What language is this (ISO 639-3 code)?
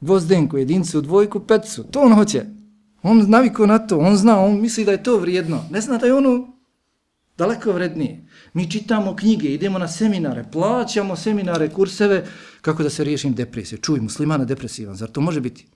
bos